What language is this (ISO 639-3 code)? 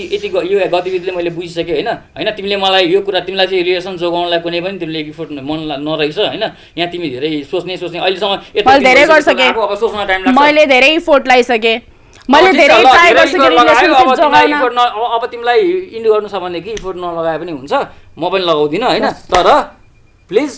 nep